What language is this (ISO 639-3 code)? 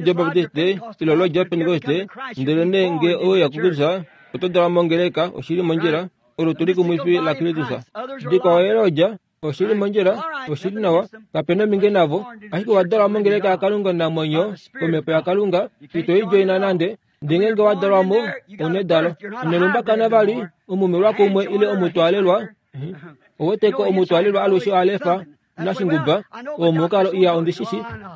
kua